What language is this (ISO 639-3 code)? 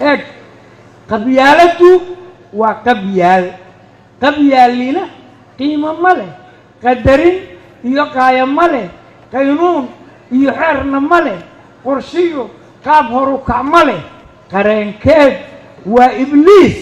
som